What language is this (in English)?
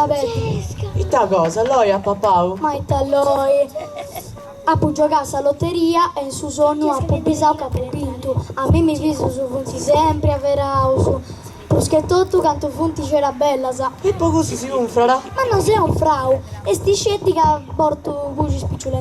Sardinian